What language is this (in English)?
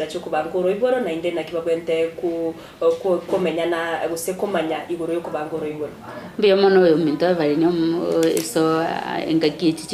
Gusii